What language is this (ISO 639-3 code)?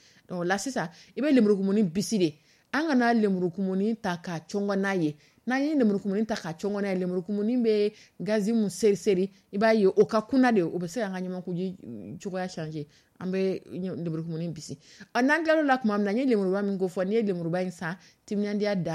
dyu